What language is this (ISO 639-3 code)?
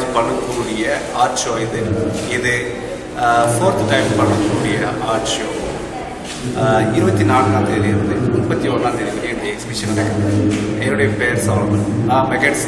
tam